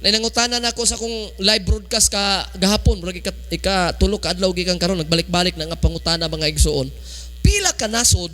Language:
Cebuano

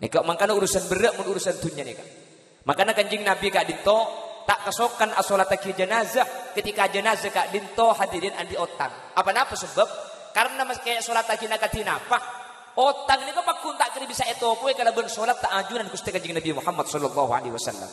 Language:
Madurese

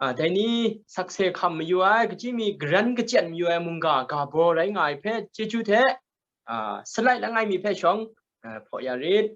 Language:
Kachin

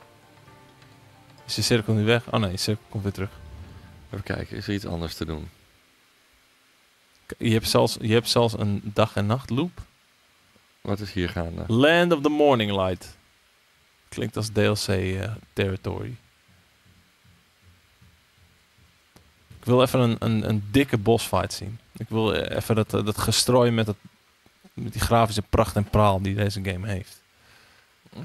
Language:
Dutch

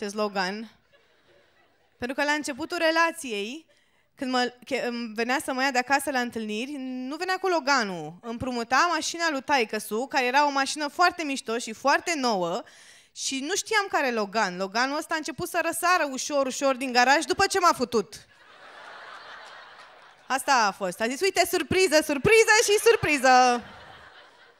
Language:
Romanian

